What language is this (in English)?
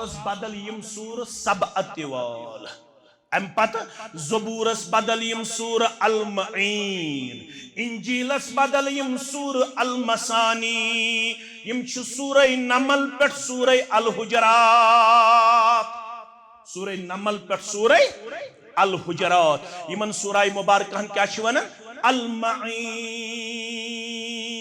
Kashmiri